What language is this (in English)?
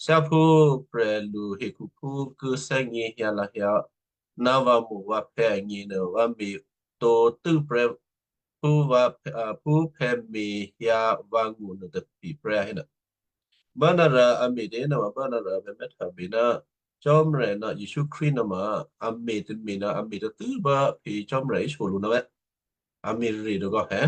Western Kayah